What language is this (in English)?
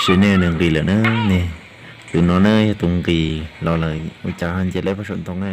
Hmong